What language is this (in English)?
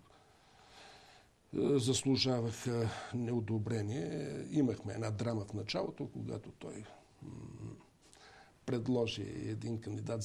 Bulgarian